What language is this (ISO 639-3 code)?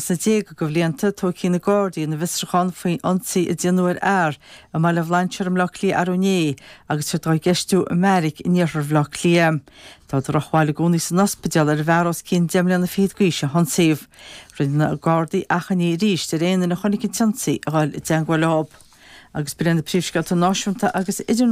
gle